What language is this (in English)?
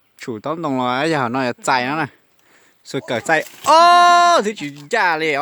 Hmong